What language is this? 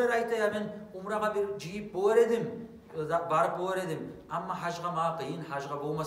Kumyk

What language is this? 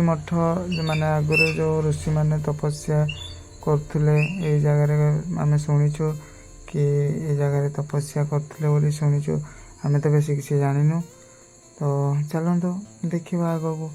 Odia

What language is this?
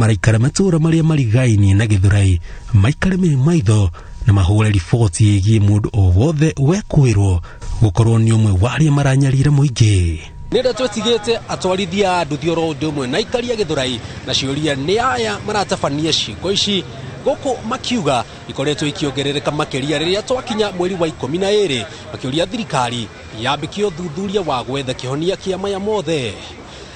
Kikuyu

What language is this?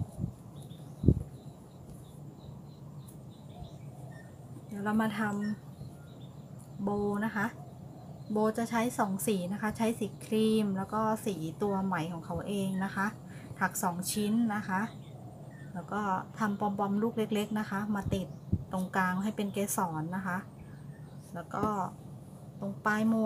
Thai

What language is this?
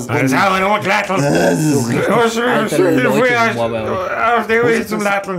Bavarian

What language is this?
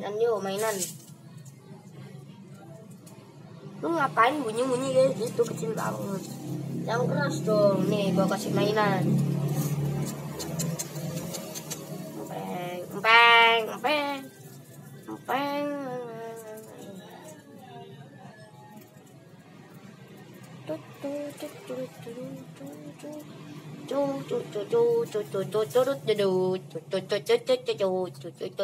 Indonesian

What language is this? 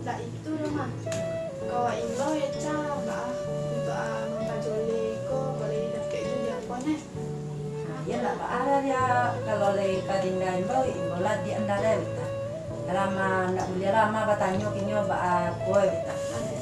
Minangkabau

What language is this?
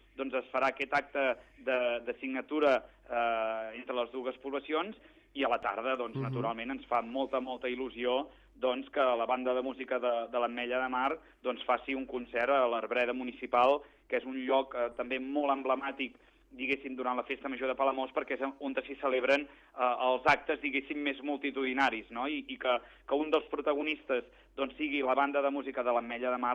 Catalan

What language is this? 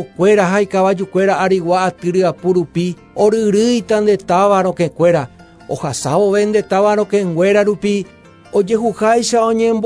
Guarani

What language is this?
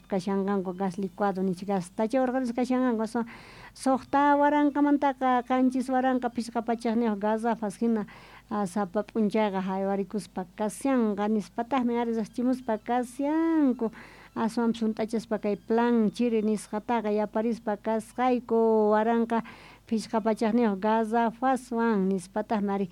South Bolivian Quechua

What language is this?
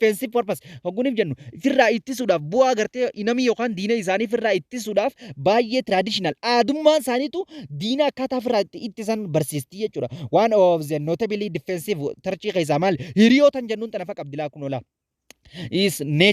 Oromo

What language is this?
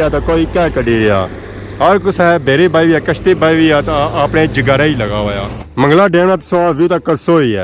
Pahari-Potwari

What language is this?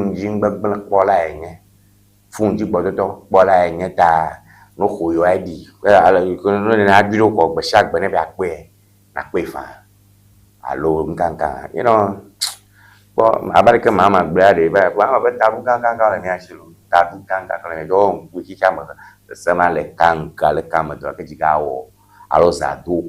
Ewe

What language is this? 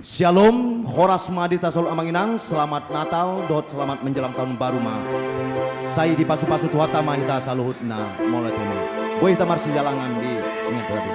Batak Toba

